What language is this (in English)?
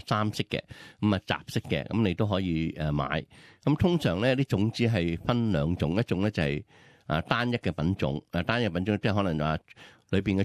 Cantonese